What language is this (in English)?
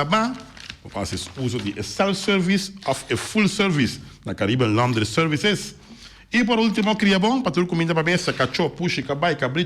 Papiamento